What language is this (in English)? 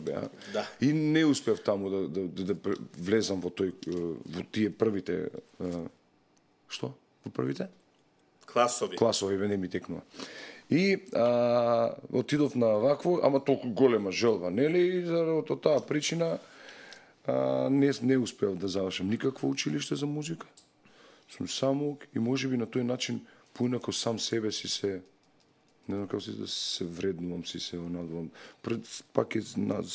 Macedonian